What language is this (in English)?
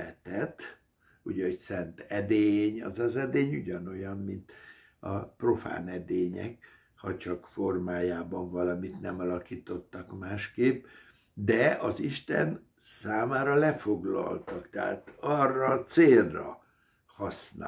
Hungarian